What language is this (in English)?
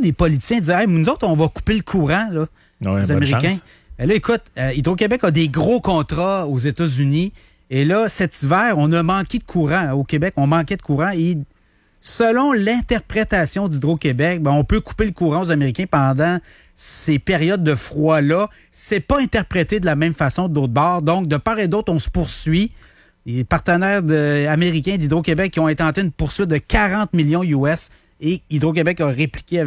French